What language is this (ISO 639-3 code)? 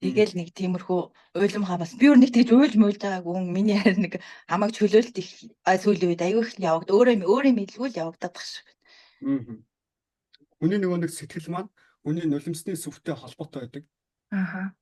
mon